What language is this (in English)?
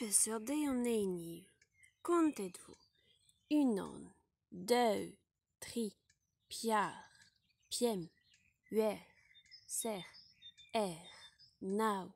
Breton